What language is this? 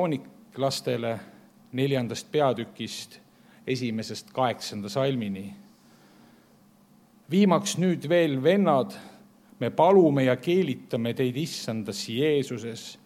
Estonian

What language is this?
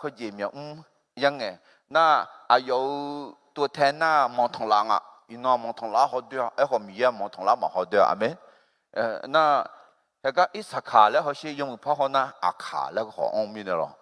Akha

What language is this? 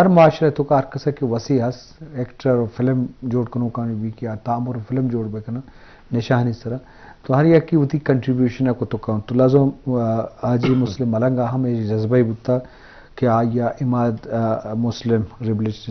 Eastern Balochi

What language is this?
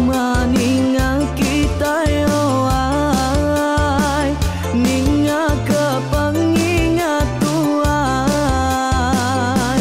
Iban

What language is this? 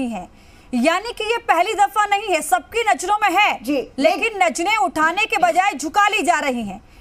Hindi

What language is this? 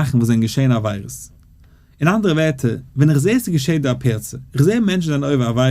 Yiddish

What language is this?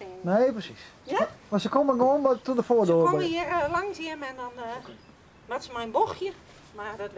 Western Frisian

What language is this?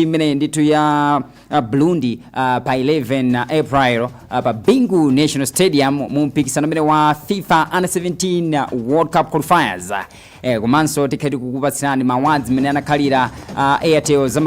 Nyanja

